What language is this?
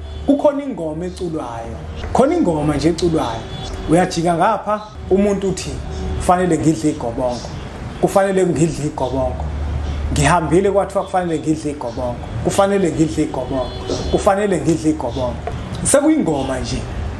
Zulu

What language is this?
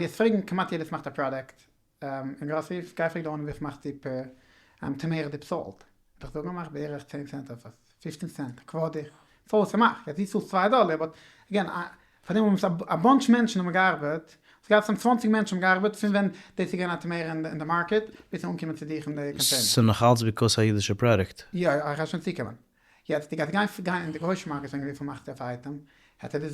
Yiddish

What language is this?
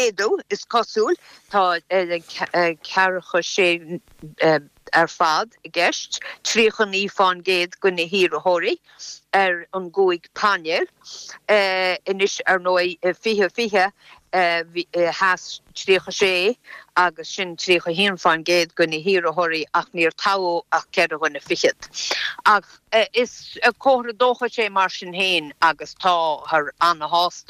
Irish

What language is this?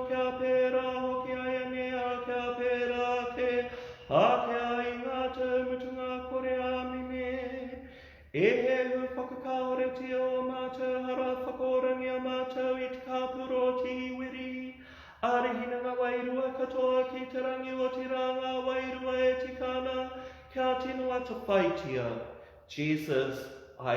Māori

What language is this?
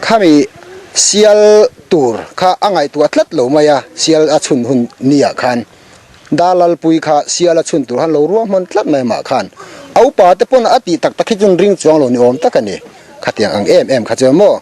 Mizo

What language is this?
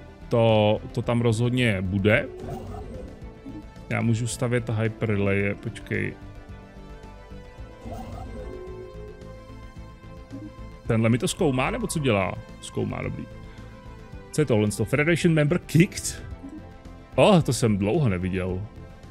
Czech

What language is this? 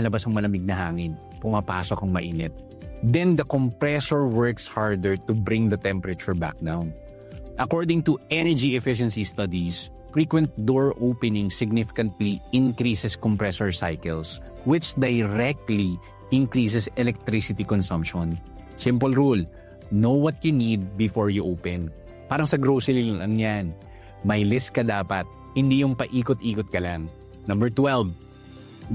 Filipino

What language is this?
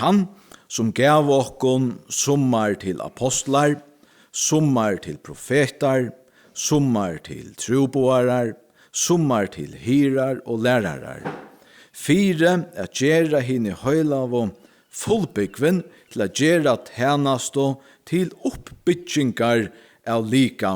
Faroese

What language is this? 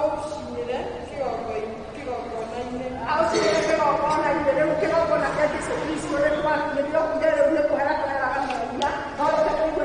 Kikuyu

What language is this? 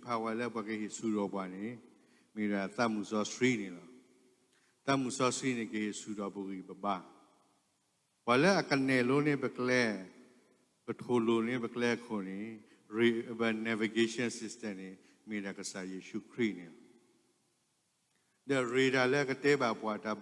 S'gaw Karen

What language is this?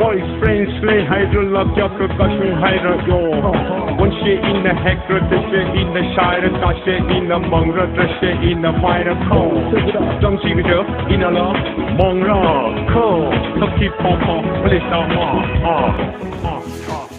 Tangkhul Naga (India)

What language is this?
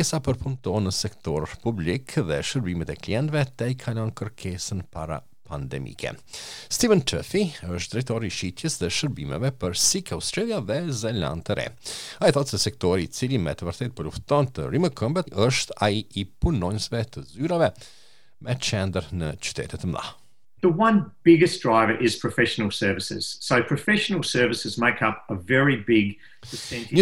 Albanian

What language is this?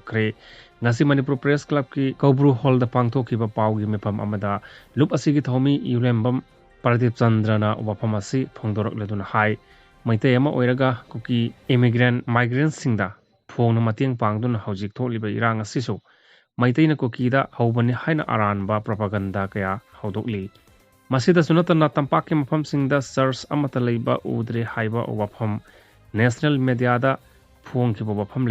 Manipuri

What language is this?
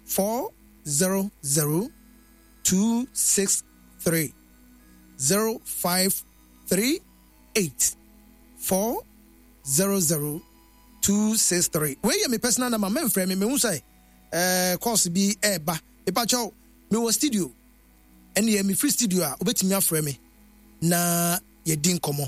Akan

